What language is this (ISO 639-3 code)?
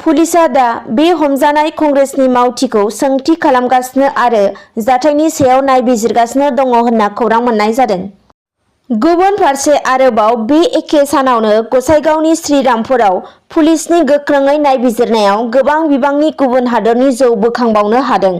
brx